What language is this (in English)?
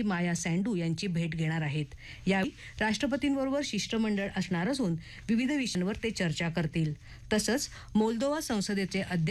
Marathi